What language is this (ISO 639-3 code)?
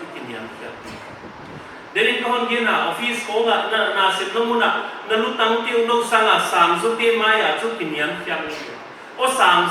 pck